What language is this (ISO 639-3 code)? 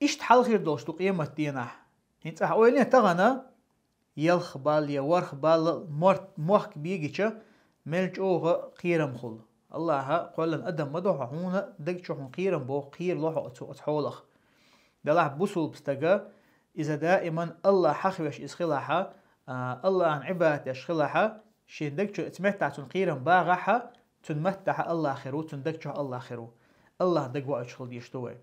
che